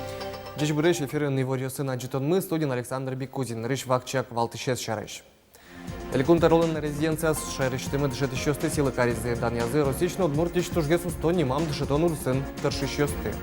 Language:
Udmurt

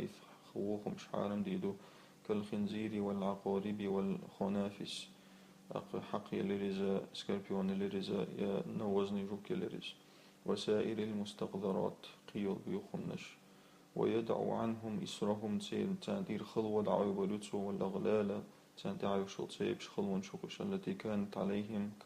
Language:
Chechen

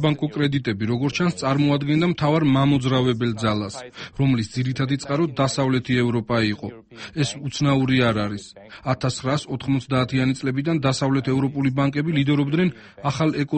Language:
Georgian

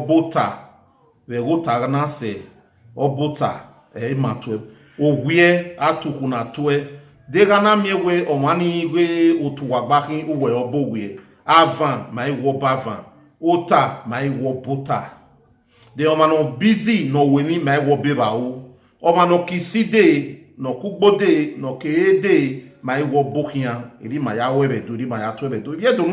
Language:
Bini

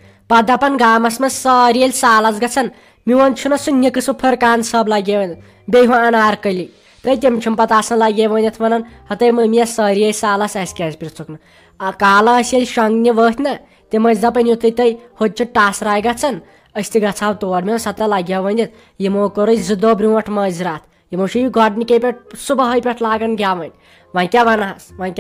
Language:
Kashmiri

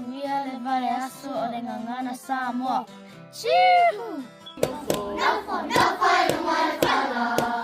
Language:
Samoan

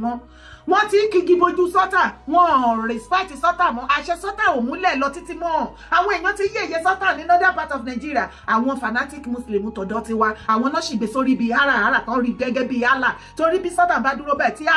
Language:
Yoruba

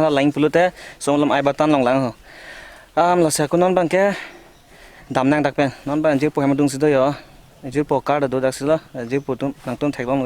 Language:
Karbi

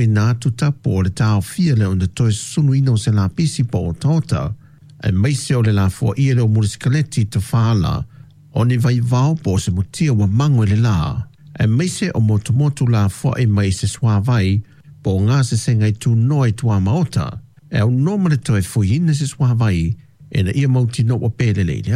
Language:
Samoan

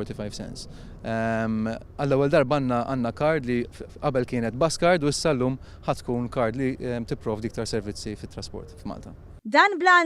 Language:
Maltese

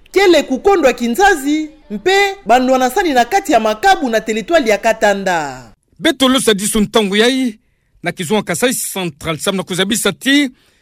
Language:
Kituba (Democratic Republic of Congo)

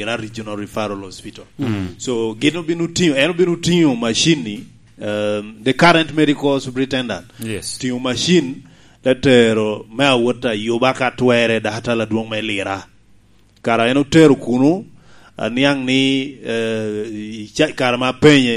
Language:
Lango (Uganda)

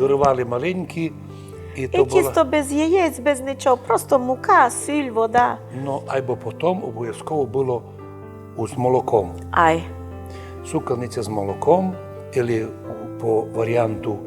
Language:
Rusyn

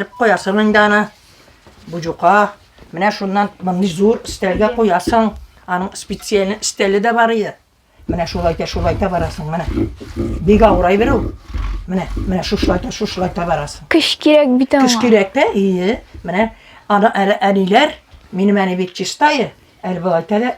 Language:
Tatar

